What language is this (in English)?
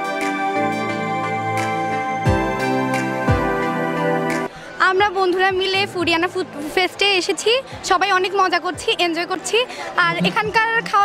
Bangla